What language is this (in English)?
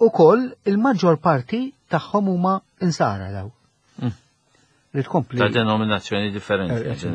Maltese